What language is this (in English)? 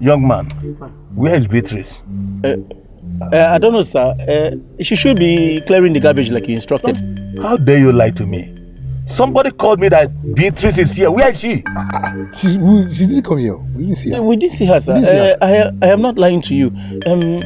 Nigerian Pidgin